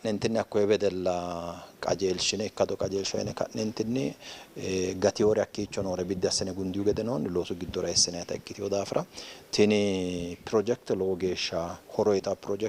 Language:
Sidamo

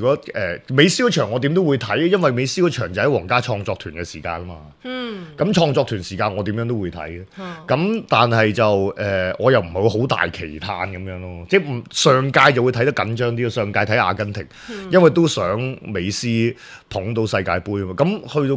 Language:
Cantonese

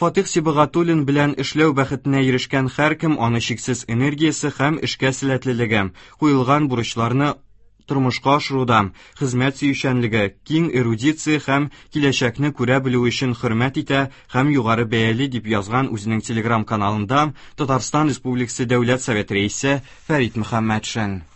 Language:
Tatar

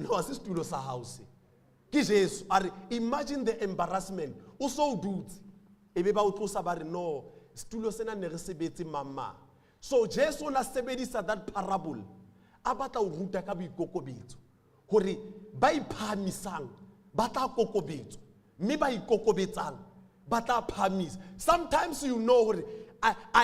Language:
Southern Sotho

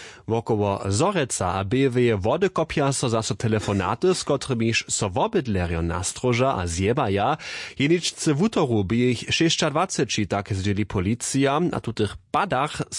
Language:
Upper Sorbian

